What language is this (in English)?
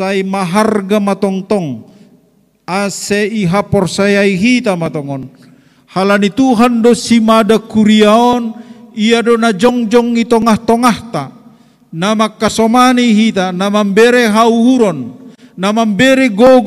Batak Simalungun